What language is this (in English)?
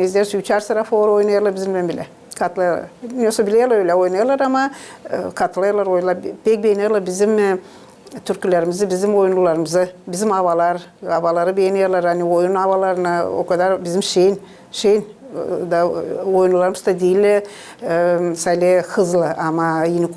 Gagauz